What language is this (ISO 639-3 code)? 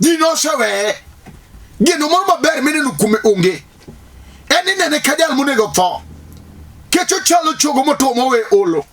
luo